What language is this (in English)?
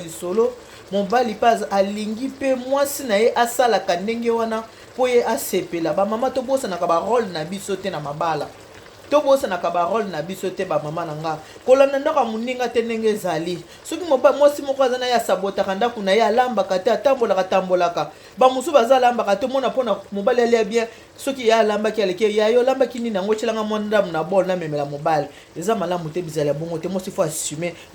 Lingala